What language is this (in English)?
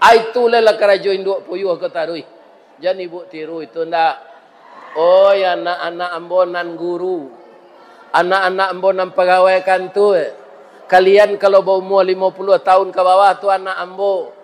Minangkabau